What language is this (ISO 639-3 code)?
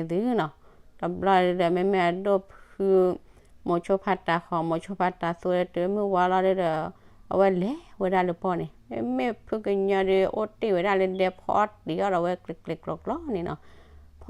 ksw